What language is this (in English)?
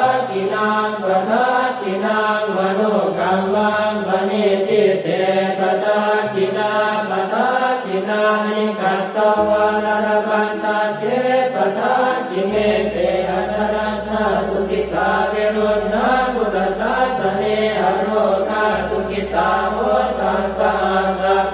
Pali